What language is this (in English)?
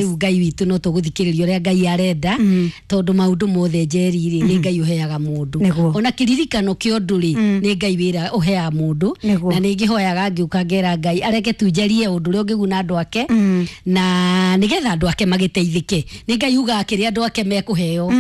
Kikuyu